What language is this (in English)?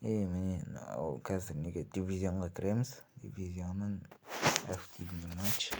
Kazakh